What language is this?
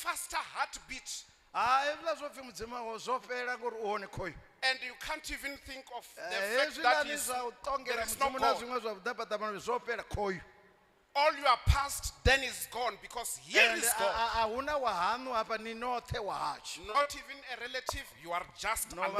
Venda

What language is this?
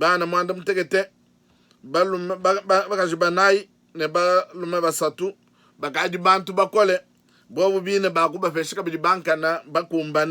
Luba-Lulua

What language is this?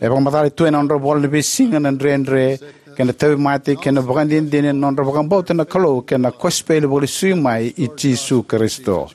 Fijian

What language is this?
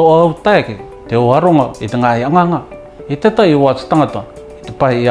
Rarotongan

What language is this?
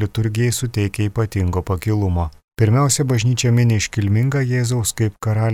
Lithuanian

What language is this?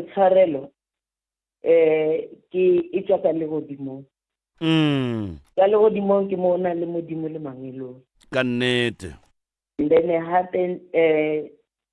Northern Sotho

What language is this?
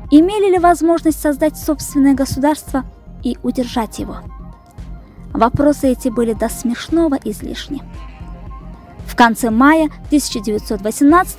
Russian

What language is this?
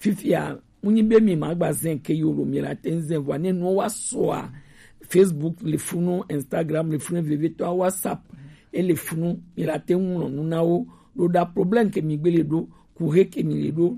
Gen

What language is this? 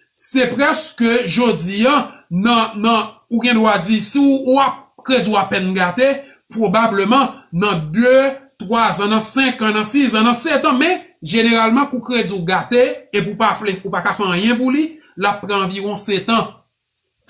Haitian Creole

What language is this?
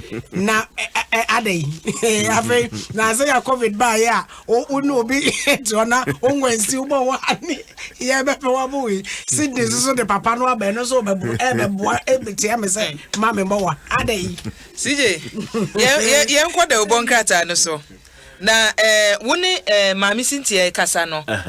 Akan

